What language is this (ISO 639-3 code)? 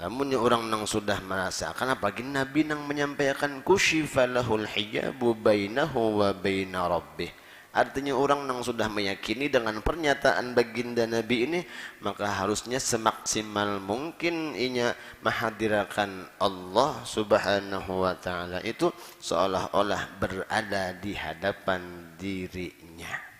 bjn